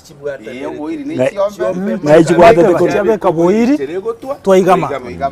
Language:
Gusii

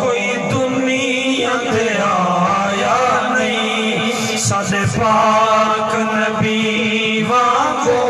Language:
Saraiki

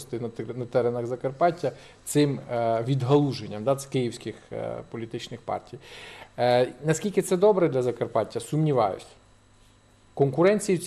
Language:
Ukrainian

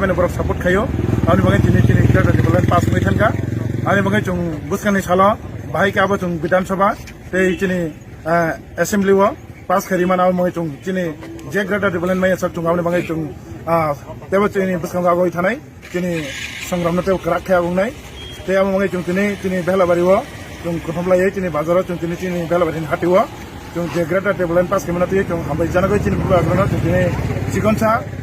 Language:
Kok Borok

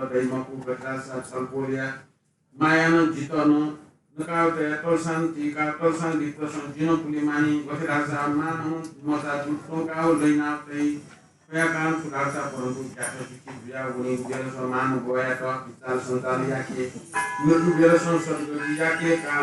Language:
Newari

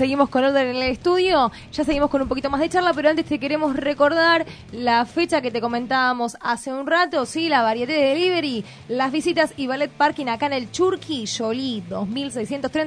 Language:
Spanish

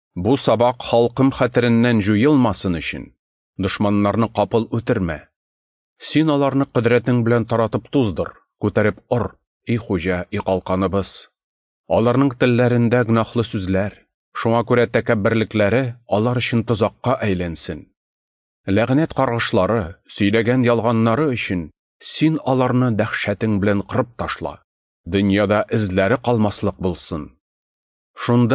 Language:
Tatar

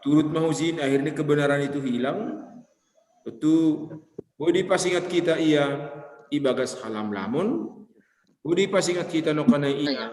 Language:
Batak Simalungun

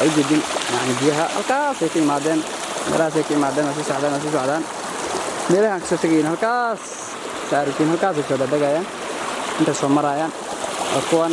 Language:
Somali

